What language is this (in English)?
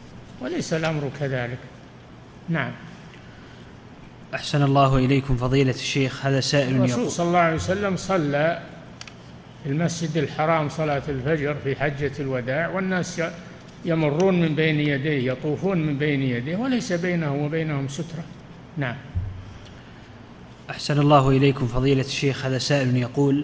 Arabic